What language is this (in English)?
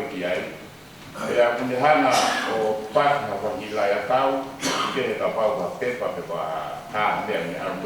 Tongan